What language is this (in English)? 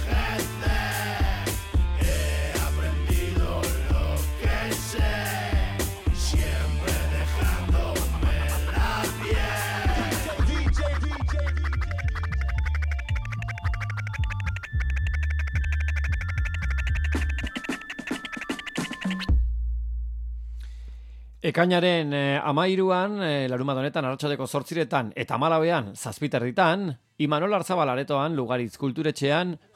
Basque